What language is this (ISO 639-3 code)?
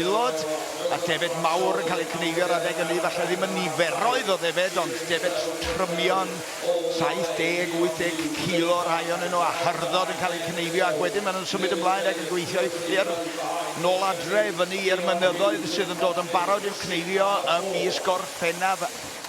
cym